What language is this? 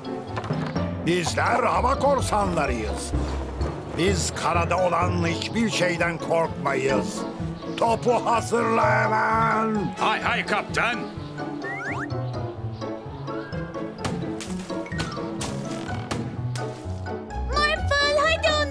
Turkish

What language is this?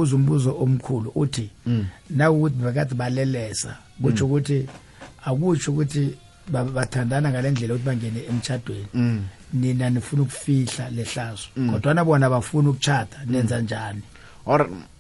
South Ndebele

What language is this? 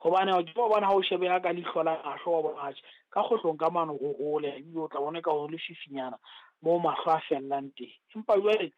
Southern Sotho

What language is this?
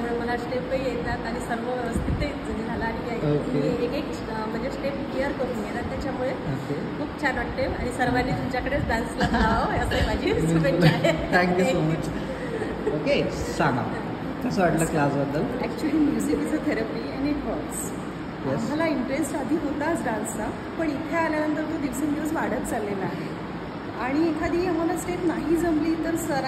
Marathi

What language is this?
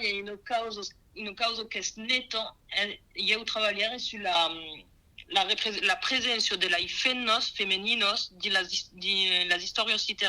Occitan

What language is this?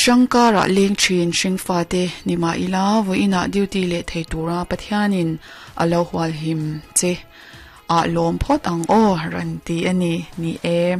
Mizo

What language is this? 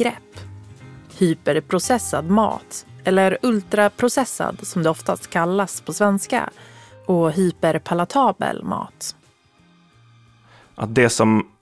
Swedish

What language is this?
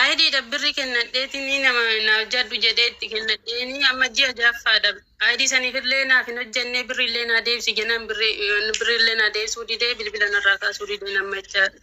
Oromo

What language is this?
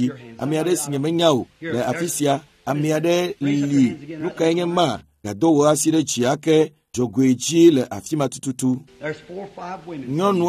Ewe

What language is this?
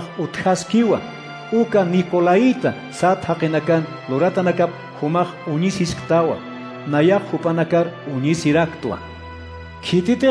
Aymara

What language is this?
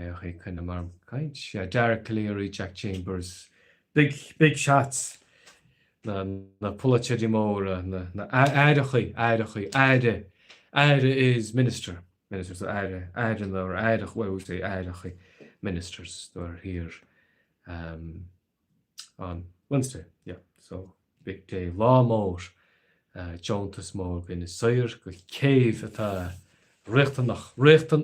Irish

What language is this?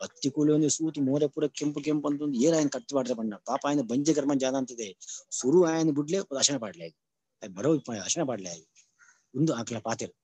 Tulu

